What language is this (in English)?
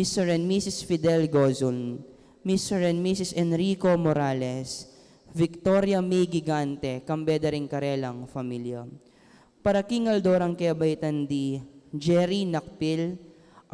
Pampanga